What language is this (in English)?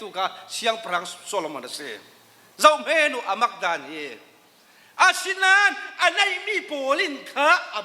Falam Chin